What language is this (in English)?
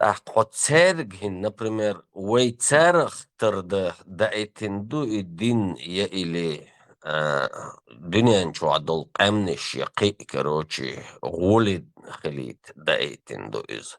Chechen